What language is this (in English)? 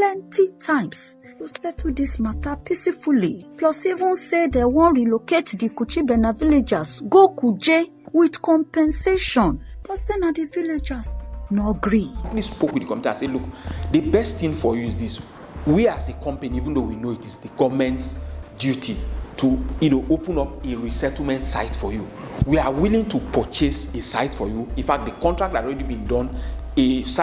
Nigerian Pidgin